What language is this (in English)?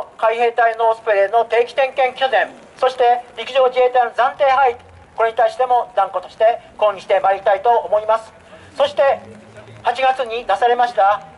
Japanese